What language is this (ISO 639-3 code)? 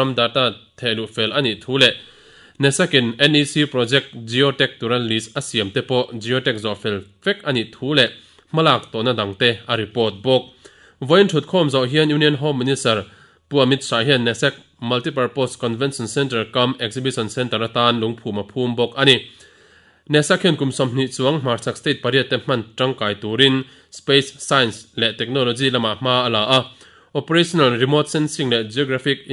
lus